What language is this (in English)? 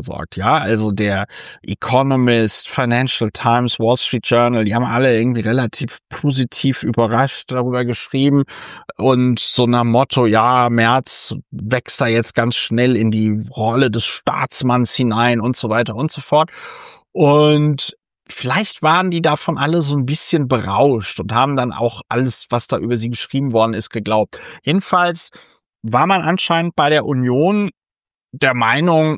German